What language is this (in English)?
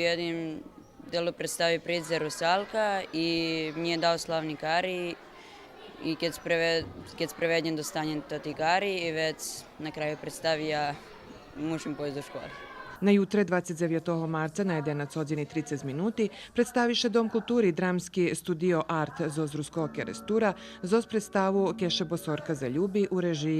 Rusyn